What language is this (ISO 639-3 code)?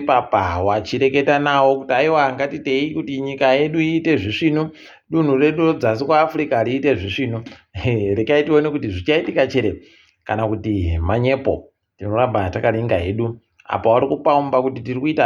ndc